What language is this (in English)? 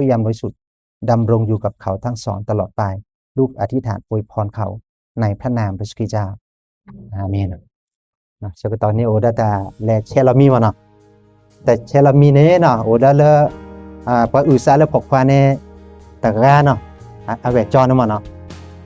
S'gaw Karen